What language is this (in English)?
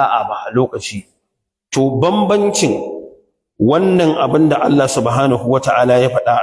Hausa